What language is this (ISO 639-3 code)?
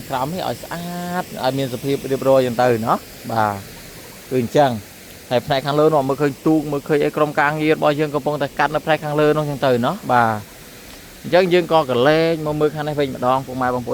khm